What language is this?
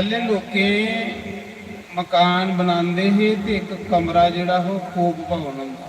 Dogri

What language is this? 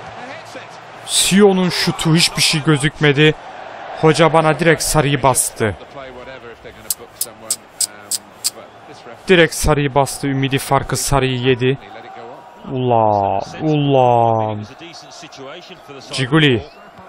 Turkish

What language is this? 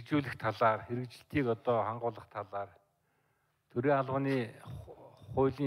Mongolian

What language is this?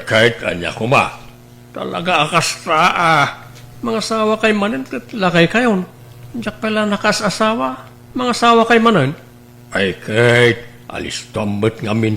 Iloko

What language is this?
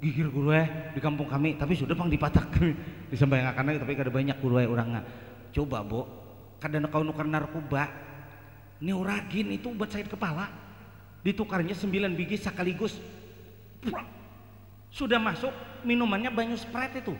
Banjar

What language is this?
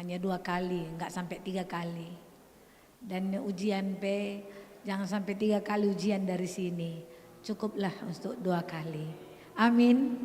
Batak Karo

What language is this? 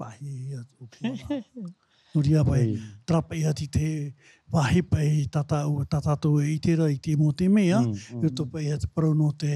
Tahitian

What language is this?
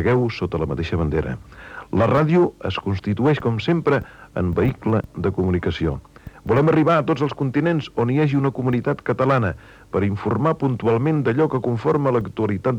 Catalan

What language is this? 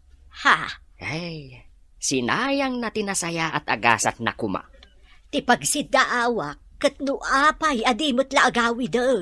Iloko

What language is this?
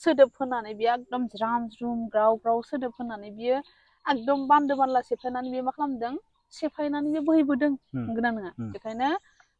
Bodo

